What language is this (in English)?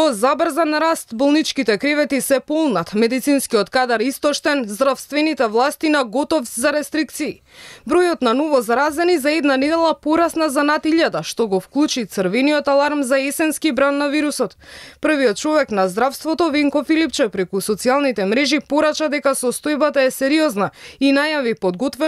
Macedonian